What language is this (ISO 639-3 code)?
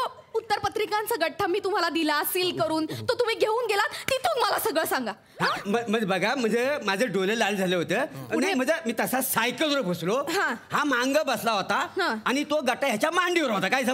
mar